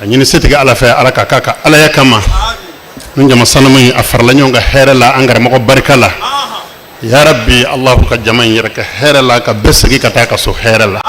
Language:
Bambara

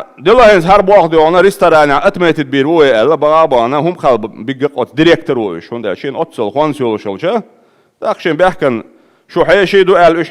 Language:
Chechen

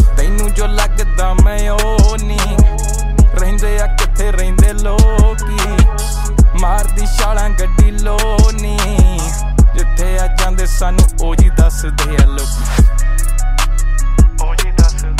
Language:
Punjabi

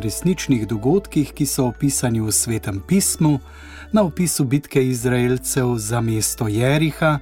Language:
Slovenian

